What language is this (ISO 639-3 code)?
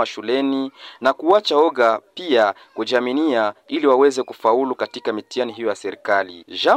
swa